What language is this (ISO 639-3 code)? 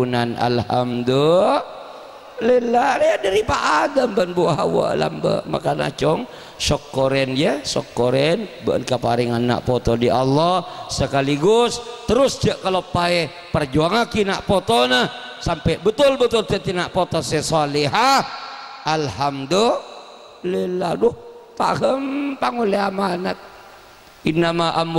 mad